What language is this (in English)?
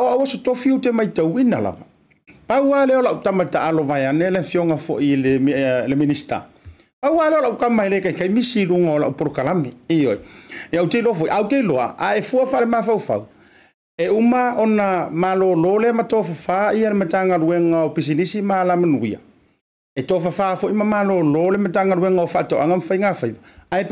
Samoan